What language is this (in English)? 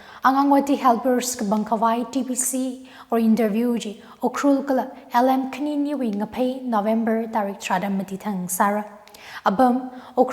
Tangkhul Naga (India)